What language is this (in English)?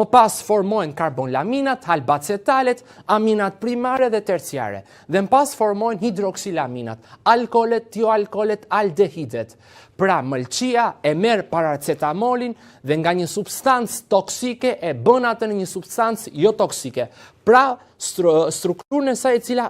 Albanian